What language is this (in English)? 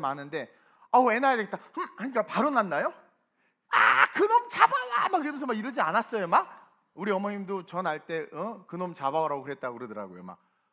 Korean